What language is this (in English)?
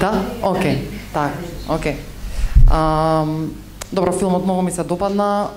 Macedonian